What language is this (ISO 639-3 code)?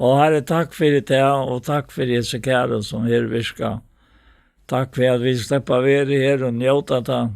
fao